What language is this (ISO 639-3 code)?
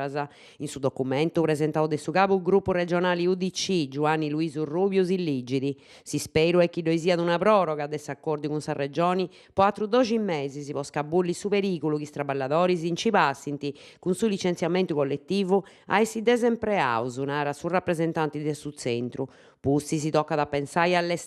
srd